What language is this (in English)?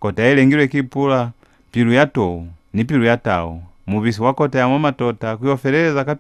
Lozi